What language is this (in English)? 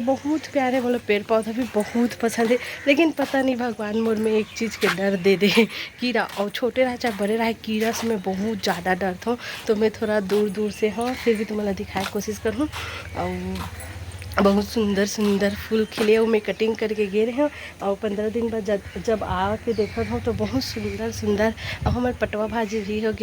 Chhattisgarhi